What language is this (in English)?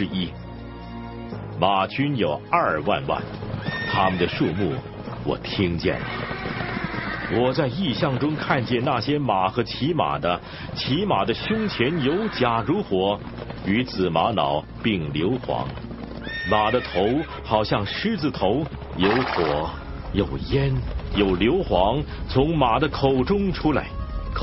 Chinese